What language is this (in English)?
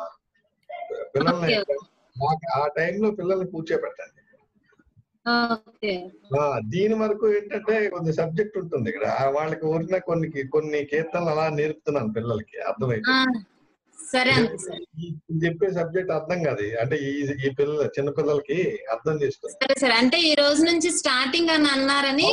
Telugu